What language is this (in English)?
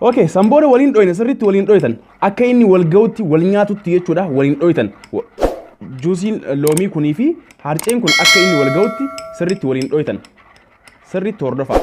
Oromo